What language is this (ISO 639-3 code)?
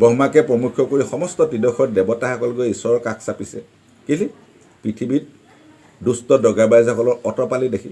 asm